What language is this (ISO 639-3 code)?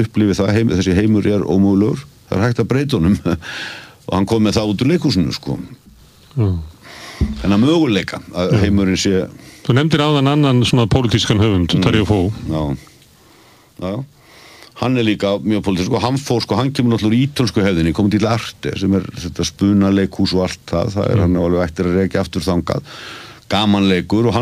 isl